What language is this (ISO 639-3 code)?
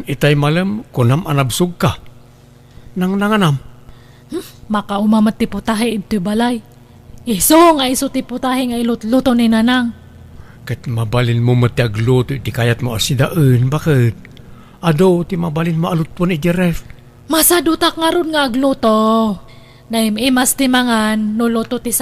ilo